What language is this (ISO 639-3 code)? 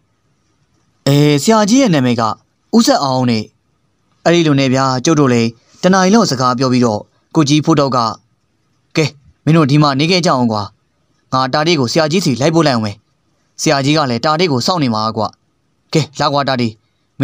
mya